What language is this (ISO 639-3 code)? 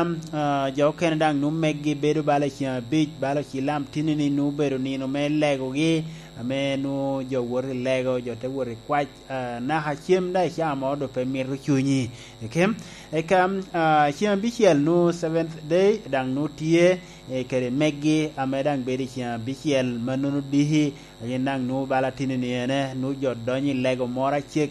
laj